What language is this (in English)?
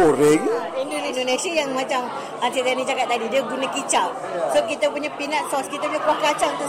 Malay